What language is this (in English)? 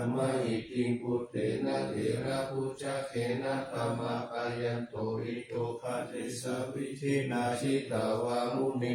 Pali